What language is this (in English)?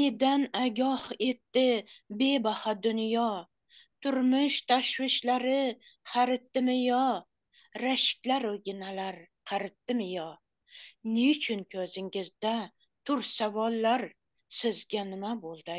Turkmen